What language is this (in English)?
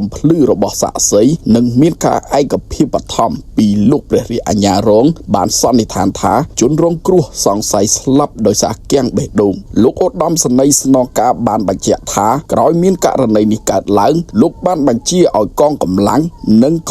Khmer